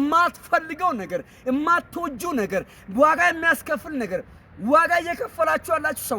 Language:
Amharic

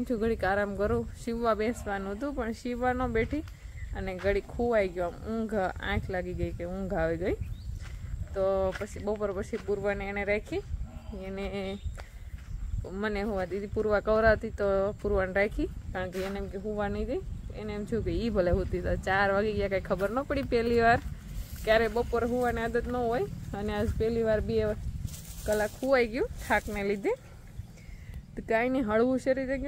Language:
Gujarati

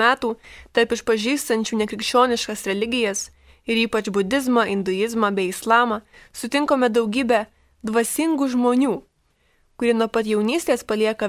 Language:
Lithuanian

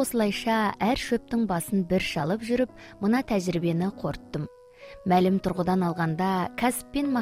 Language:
Kazakh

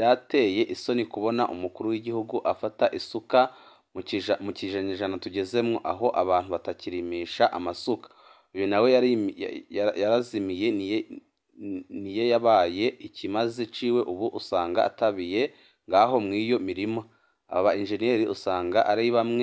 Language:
Rundi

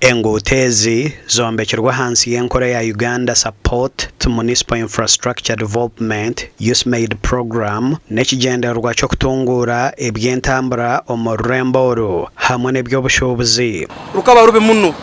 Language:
Nyankole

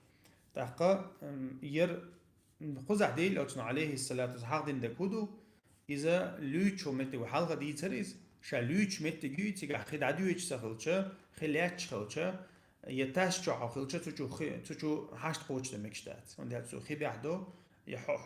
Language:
Chechen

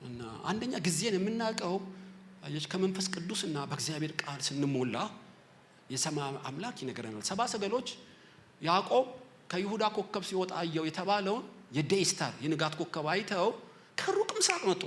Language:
Amharic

